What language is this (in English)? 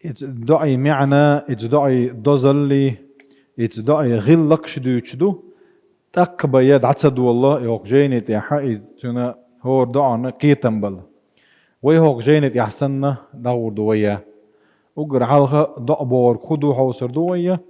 Chechen